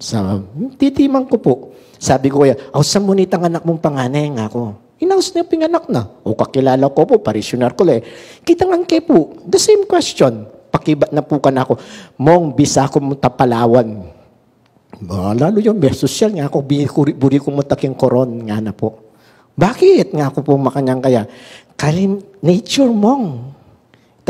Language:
Pampanga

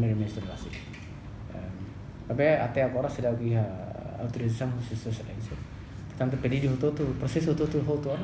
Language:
Tetum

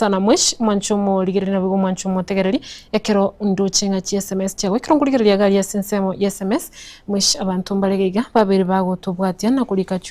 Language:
Gusii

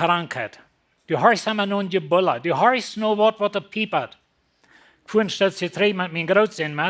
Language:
Plautdietsch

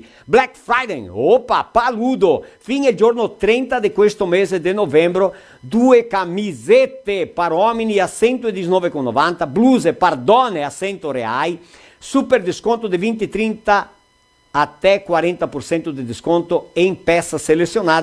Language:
Venetian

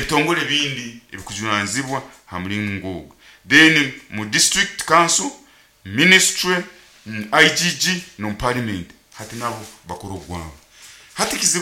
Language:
Nyoro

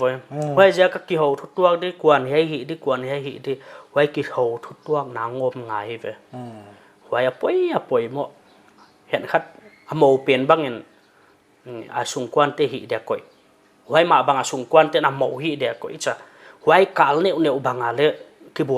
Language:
Paite Chin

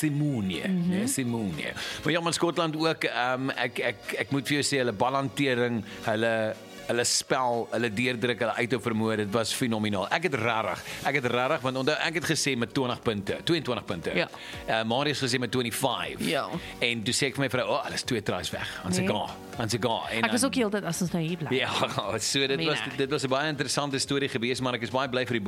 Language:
Afrikaans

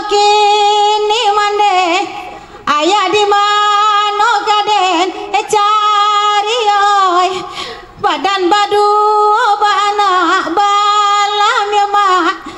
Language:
Minangkabau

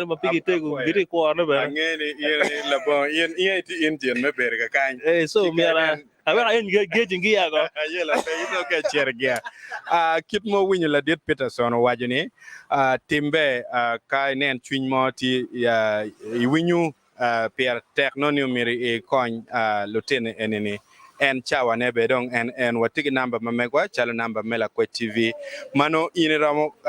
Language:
Acoli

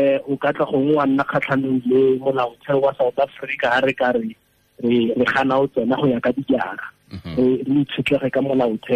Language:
Tswana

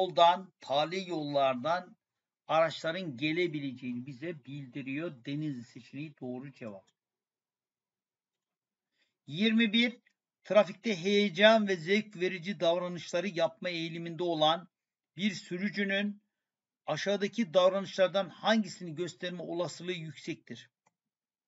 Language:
Turkish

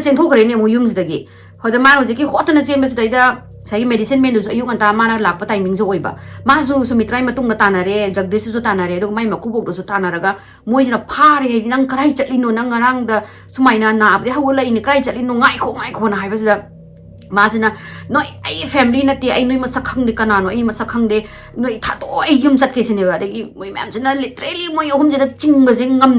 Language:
Manipuri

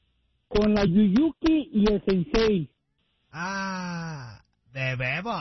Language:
Spanish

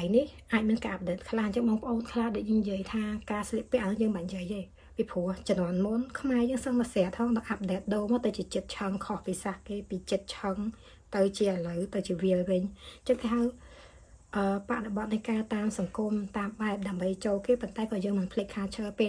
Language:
Khmer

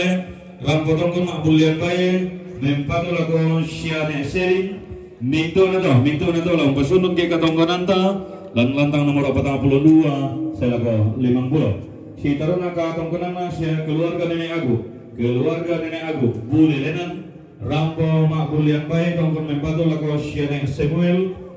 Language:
Toraja-Sa'dan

